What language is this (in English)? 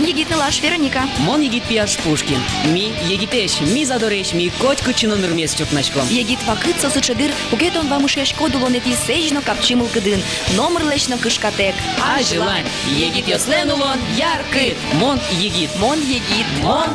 Udmurt